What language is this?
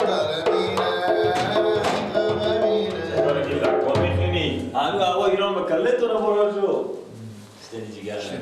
Persian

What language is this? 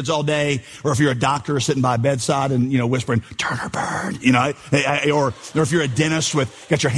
English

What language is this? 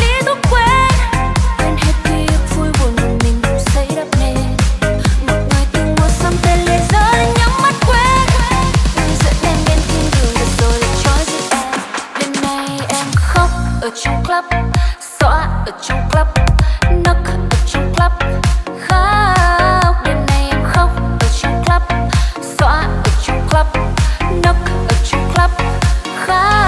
Vietnamese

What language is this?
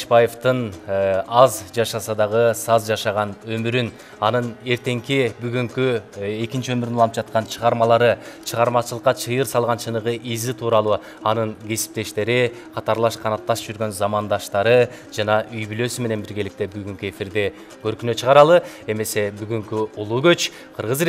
Kyrgyz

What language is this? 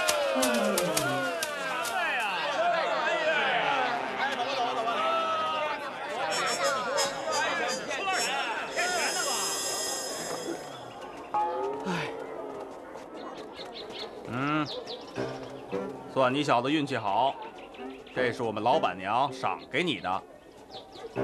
Chinese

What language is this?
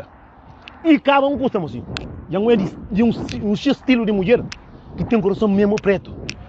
Kabuverdianu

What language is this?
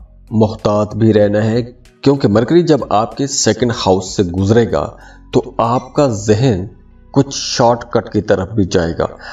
Urdu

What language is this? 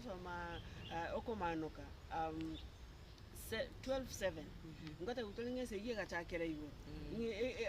Gusii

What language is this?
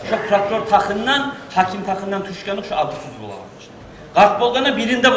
Kumyk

